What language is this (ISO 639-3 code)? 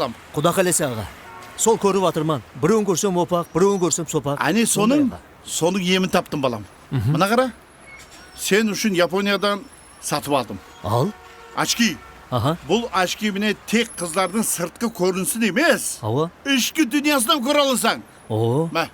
kaa